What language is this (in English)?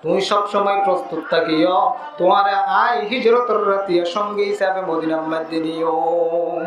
Rohingya